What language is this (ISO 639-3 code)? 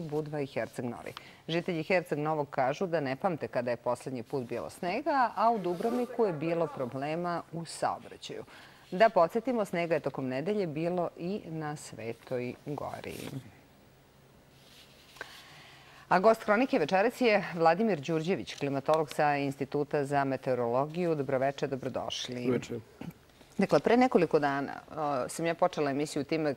srp